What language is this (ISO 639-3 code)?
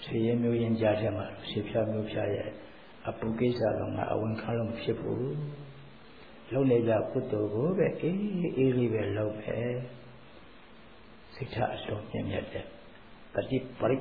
mya